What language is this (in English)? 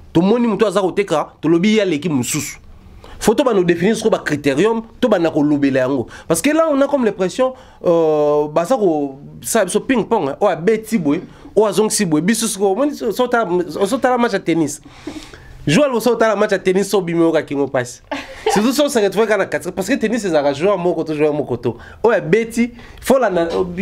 French